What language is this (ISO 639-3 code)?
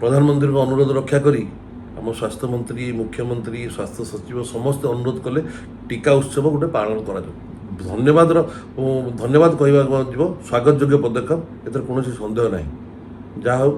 ori